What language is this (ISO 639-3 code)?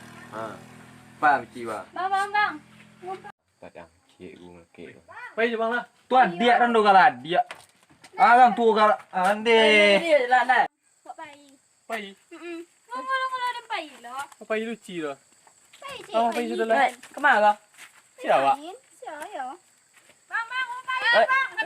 min